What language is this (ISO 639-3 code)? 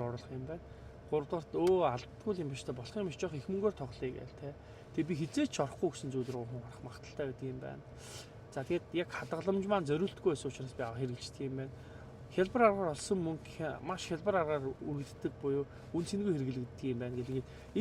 mon